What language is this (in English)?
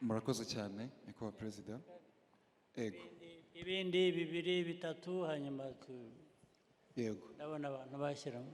Kinyarwanda